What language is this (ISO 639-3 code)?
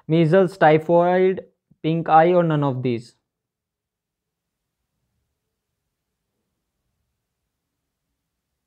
hin